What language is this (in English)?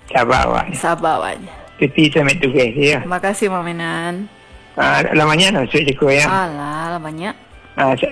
Malay